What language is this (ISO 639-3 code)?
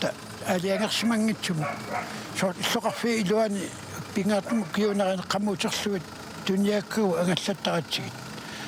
kal